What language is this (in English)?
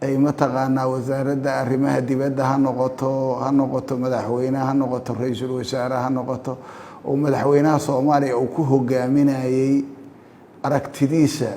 Somali